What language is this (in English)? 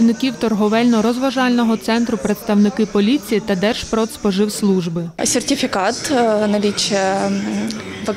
Ukrainian